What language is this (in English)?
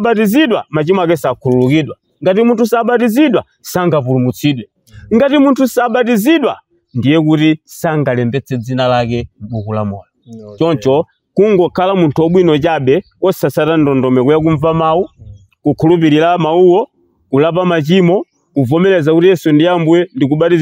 Nyanja